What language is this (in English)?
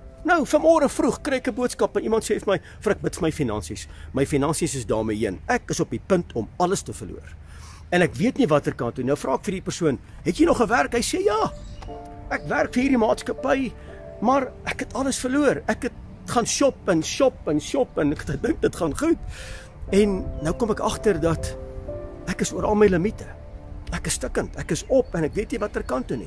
Afrikaans